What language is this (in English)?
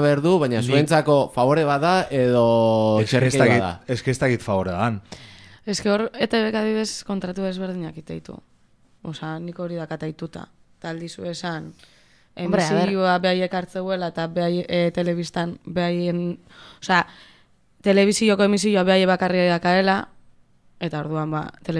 Basque